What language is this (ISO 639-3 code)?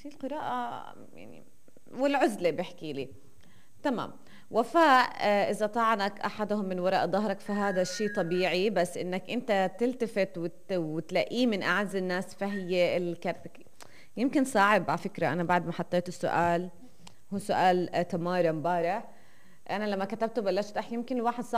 apc